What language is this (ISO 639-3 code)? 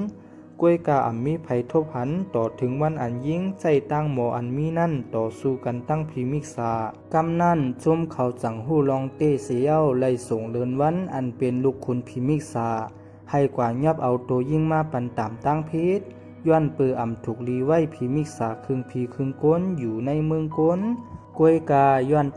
shn